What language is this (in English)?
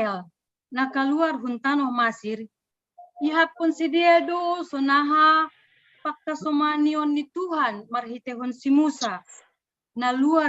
Batak Simalungun